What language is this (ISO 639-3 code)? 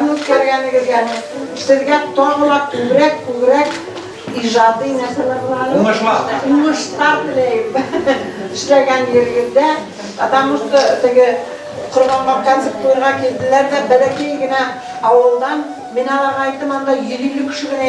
bak